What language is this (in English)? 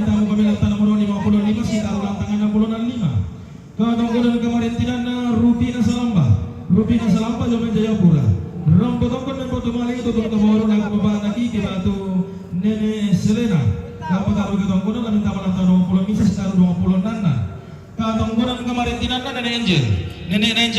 Toraja-Sa'dan